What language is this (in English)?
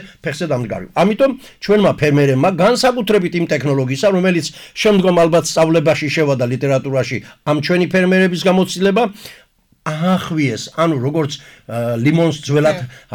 Georgian